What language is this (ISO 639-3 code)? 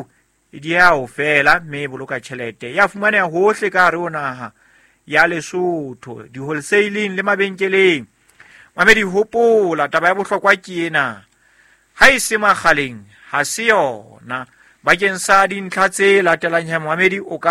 sot